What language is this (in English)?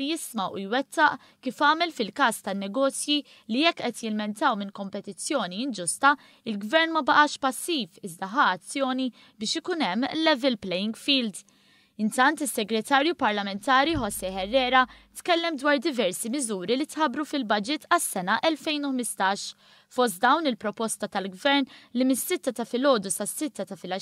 Maltese